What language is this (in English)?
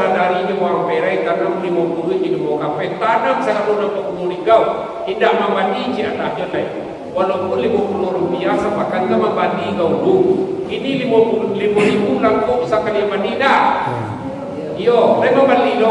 Minangkabau